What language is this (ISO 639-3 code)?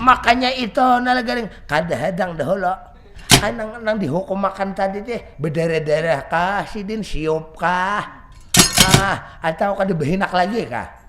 bjn